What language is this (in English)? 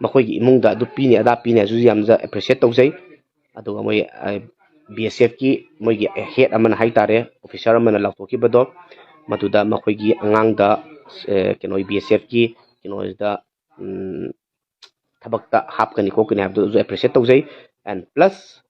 Manipuri